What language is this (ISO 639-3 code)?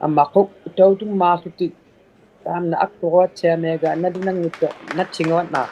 iku